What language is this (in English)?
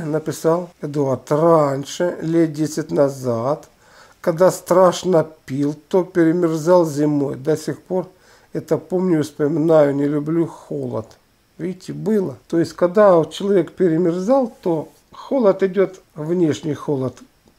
Russian